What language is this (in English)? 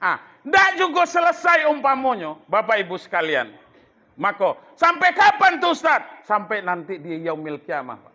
Minangkabau